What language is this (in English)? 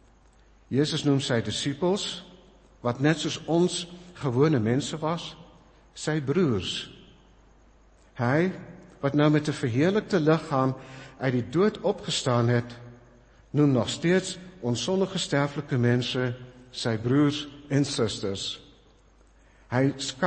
Afrikaans